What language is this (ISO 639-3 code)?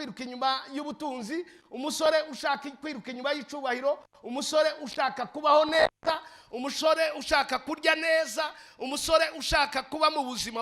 run